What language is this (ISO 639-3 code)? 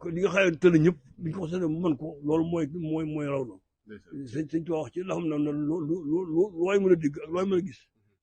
wol